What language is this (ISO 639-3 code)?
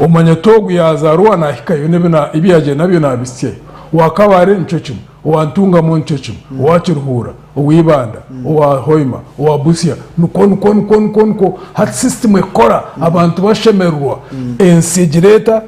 nyn